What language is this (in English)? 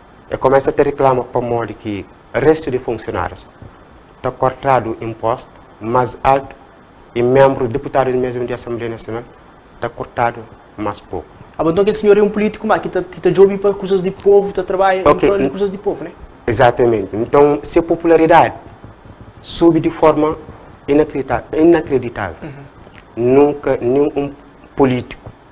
Kabuverdianu